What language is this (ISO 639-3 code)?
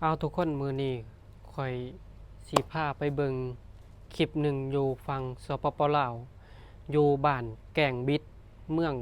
lao